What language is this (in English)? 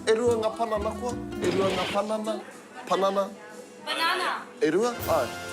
Māori